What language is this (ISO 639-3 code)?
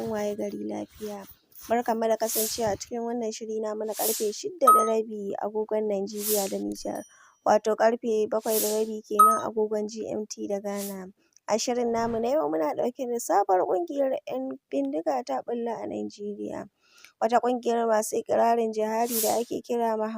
hau